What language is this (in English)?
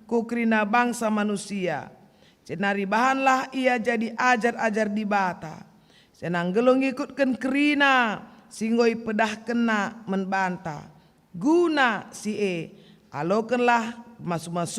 Batak Karo